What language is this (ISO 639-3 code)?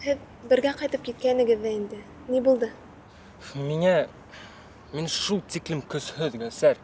bak